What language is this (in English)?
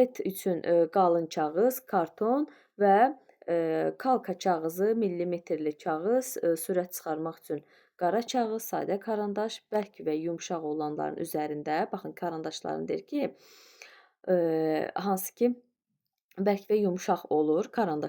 Azerbaijani